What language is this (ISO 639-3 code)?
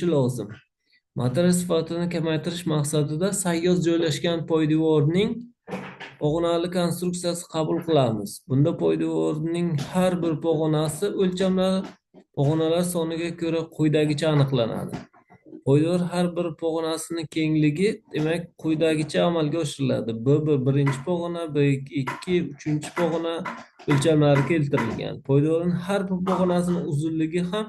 uzb